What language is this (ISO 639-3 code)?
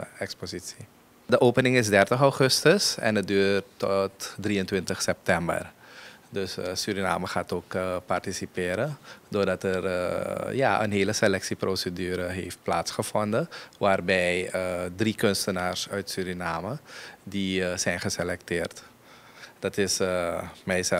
nld